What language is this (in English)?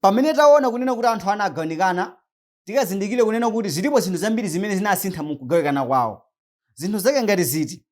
Nyanja